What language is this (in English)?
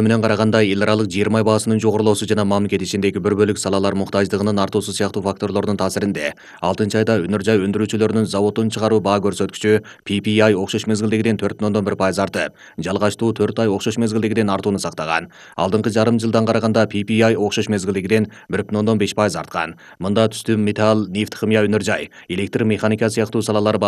Kyrgyz